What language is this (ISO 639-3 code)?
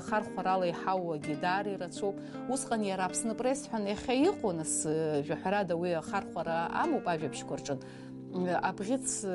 abk